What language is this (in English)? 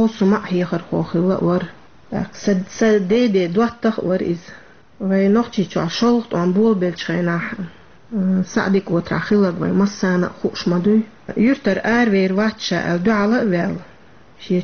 Chechen